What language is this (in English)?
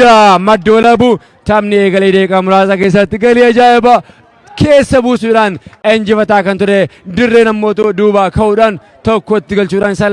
Oromo